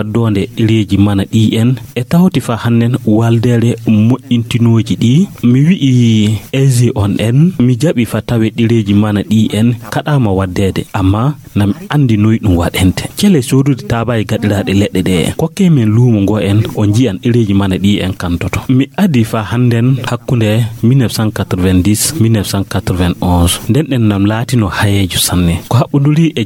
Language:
Fula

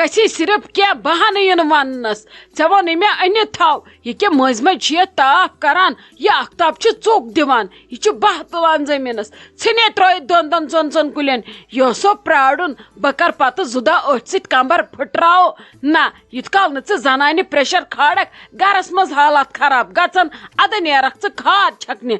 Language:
Kashmiri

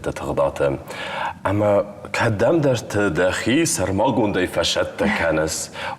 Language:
Ossetic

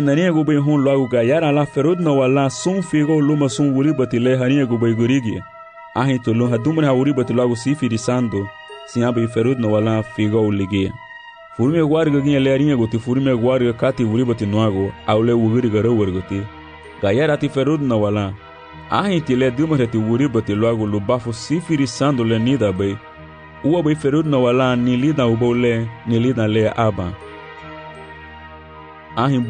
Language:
Garifuna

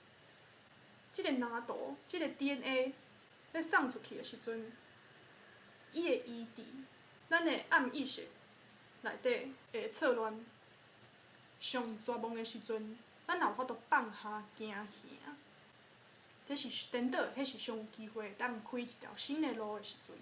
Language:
Min Nan Chinese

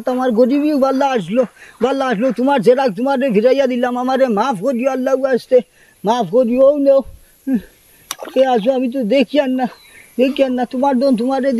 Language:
Sylheti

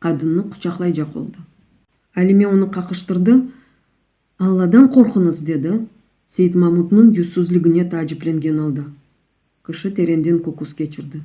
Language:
Crimean Tatar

